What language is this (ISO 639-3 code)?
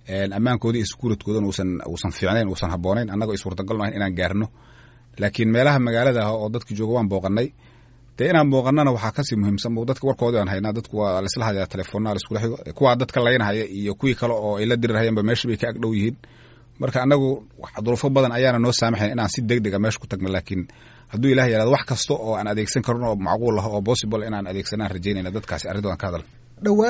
som